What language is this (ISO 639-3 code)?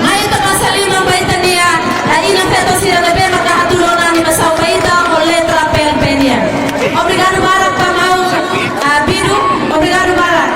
tet